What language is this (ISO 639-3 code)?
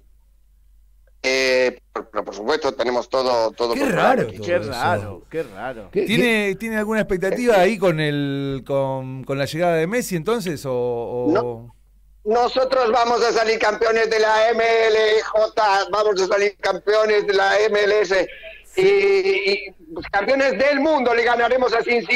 spa